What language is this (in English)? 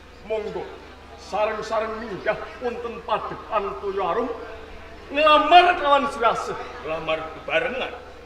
Javanese